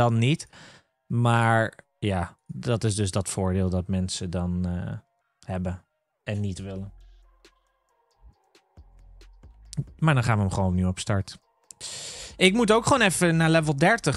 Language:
Dutch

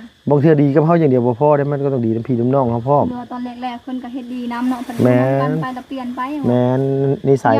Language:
Lao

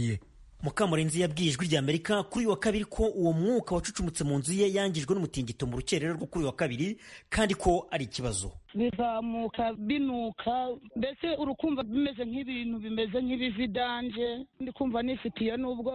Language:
Kinyarwanda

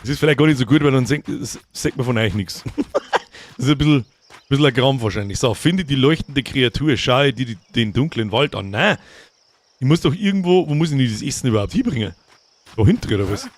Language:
Bavarian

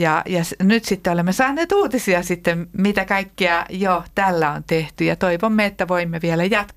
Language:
Finnish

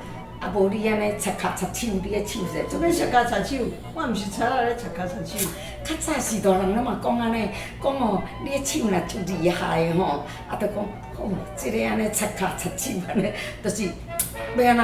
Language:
Min Nan Chinese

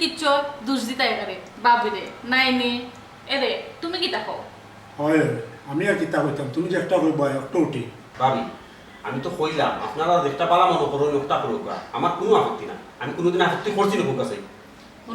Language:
Sylheti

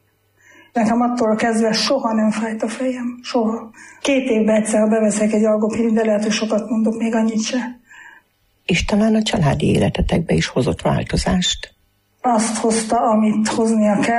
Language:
Hungarian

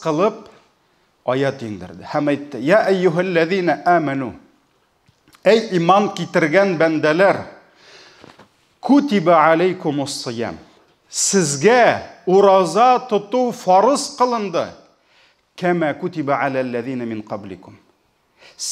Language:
Tatar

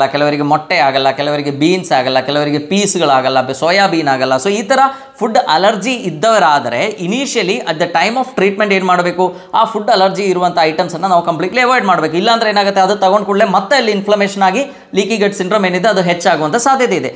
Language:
Kannada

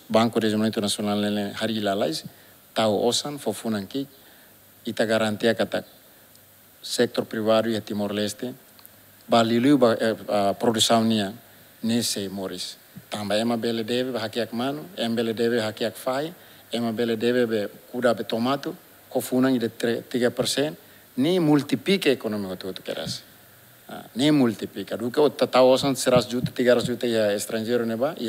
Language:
Tetum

